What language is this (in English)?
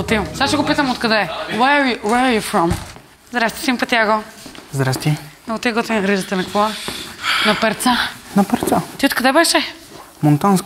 Bulgarian